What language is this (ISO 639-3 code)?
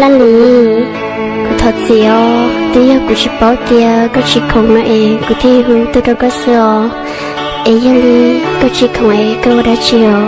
hmn